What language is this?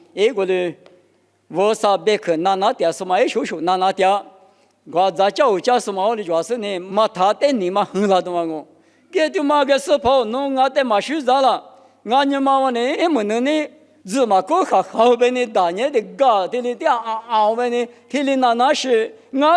Lisu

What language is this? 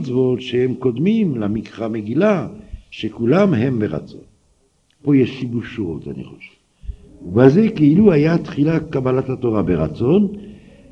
Hebrew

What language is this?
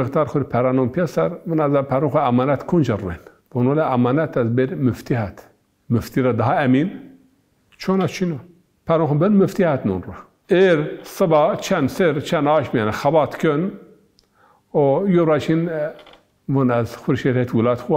Zaza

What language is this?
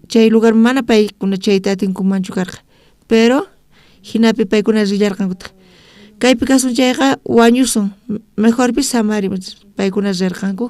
South Bolivian Quechua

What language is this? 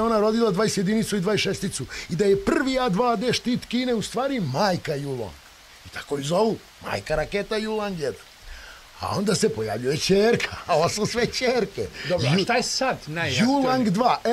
Serbian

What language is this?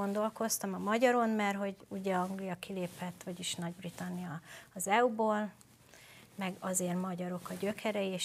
Hungarian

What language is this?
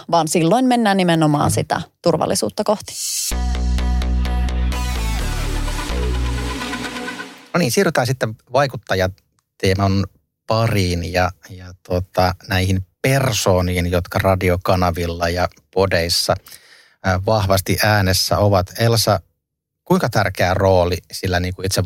Finnish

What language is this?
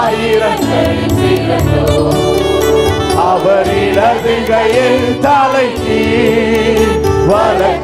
Tamil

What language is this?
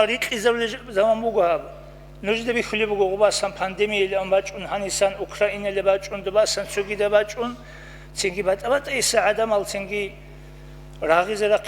Avaric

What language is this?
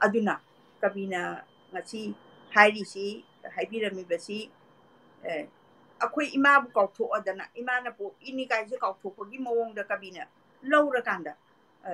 Manipuri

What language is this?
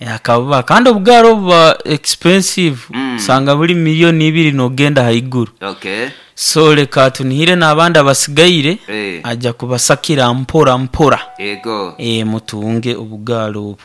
Nyoro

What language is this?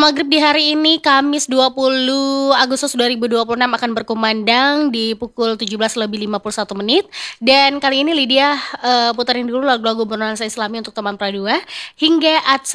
Indonesian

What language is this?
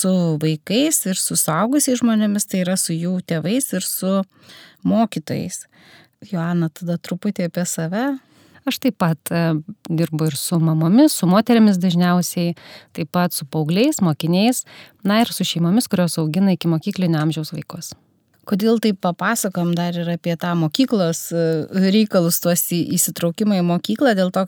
Lithuanian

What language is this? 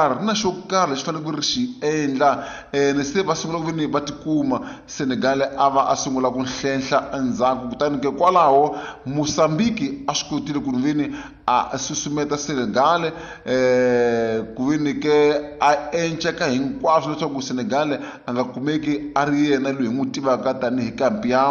Tsonga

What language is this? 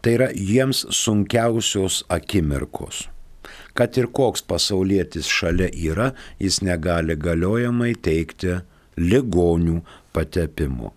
Lithuanian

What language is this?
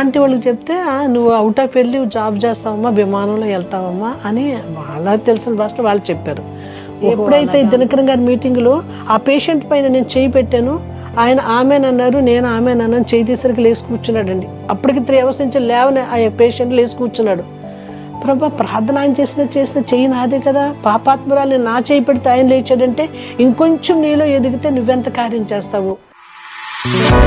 Telugu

